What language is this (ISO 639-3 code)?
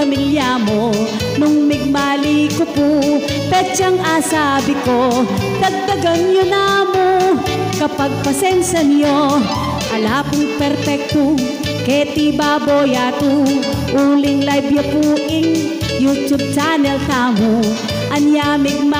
pam